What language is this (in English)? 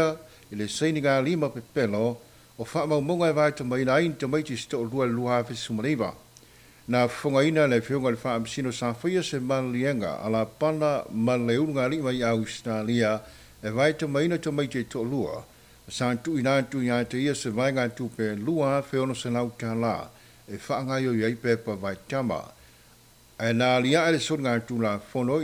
Samoan